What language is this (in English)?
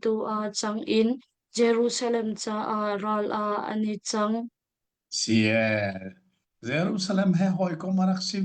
Hakha Chin